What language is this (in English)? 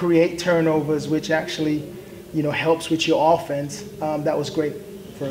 English